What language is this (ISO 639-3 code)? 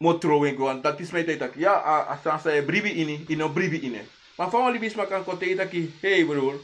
srn